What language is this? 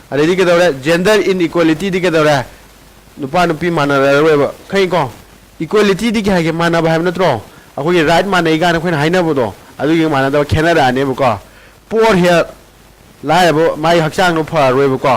Manipuri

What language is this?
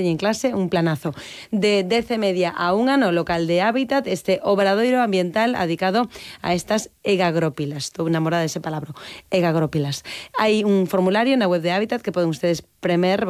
Galician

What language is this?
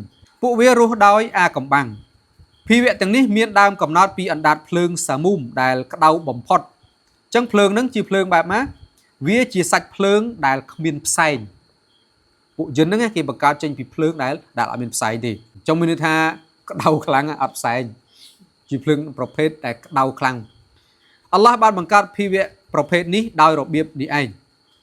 Khmer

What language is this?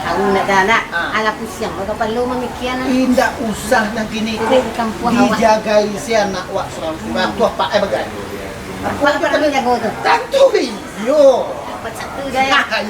Minangkabau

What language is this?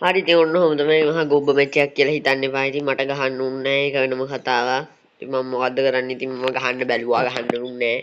Sinhala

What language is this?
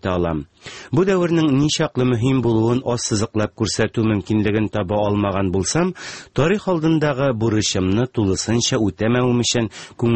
Tatar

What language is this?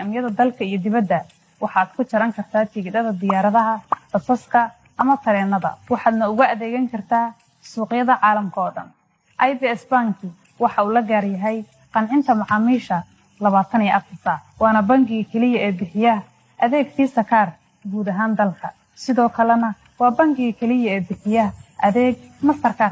Somali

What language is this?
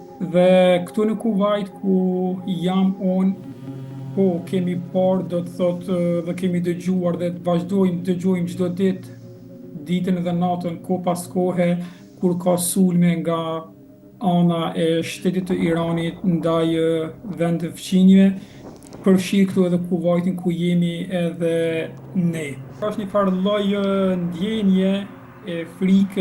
Albanian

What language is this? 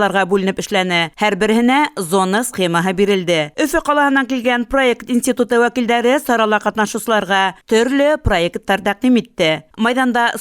Bashkir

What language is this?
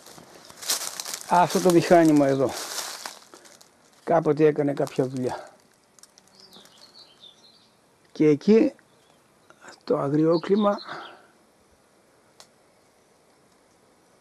Greek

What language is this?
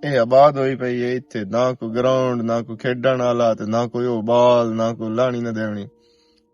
Western Panjabi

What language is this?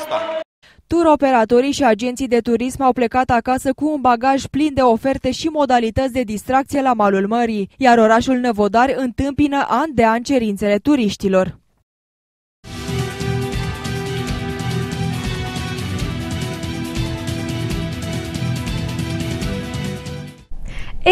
Romanian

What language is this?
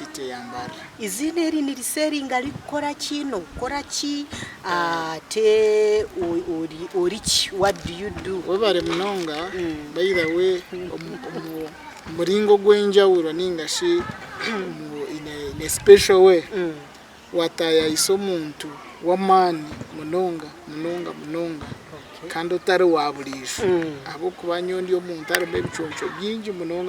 Nyankole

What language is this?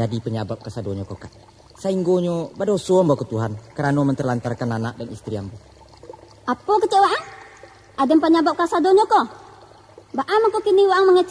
Minangkabau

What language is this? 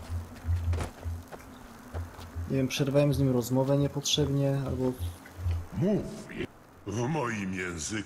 Polish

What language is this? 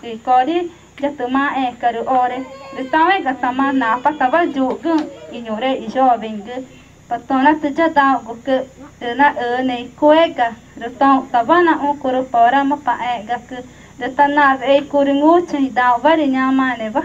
Ticuna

